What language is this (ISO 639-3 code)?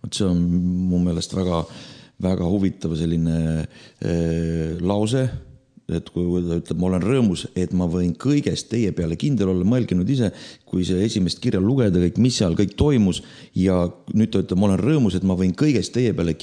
est